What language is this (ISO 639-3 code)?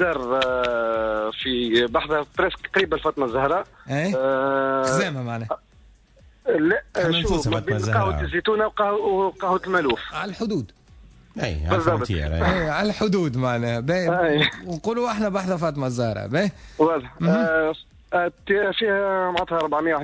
aeb